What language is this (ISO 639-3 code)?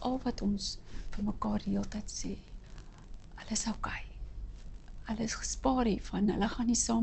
afr